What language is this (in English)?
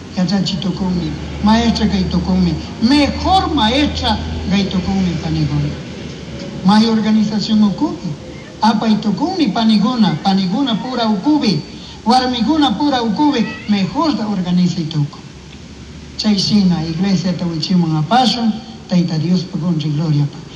Chimborazo Highland Quichua